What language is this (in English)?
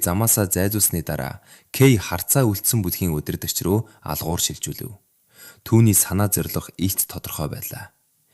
Mongolian